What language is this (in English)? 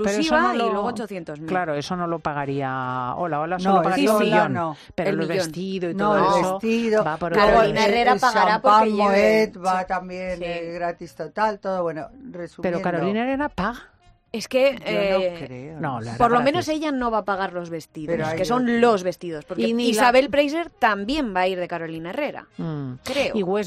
Spanish